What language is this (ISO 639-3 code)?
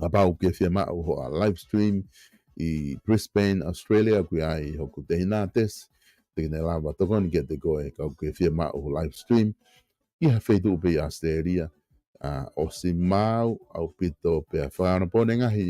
ton